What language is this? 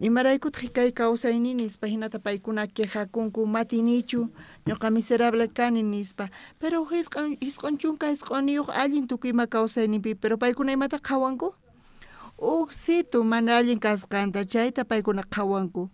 South Bolivian Quechua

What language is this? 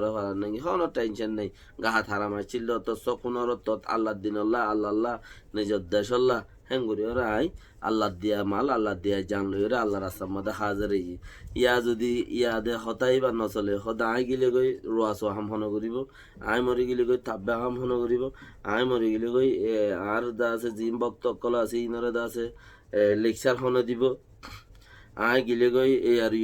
Rohingya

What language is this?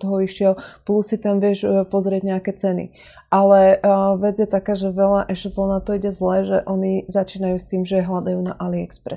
Slovak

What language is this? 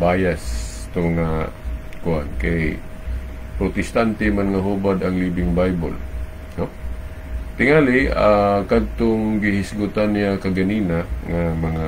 Cebuano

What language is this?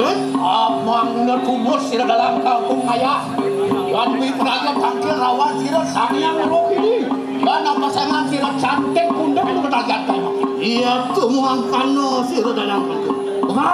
Balinese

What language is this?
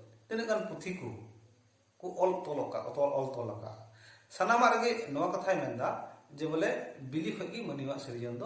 Santali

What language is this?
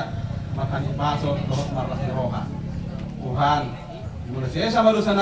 Batak Toba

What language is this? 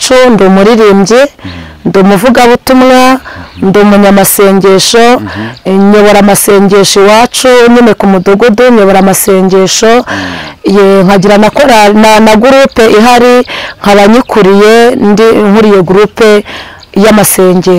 Kinyarwanda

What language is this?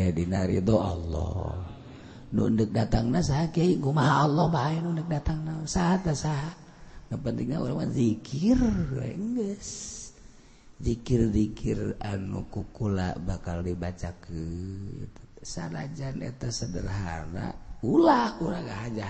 Sundanese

